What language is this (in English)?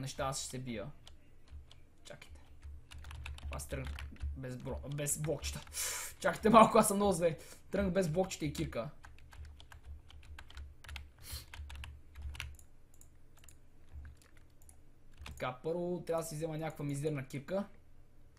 Bulgarian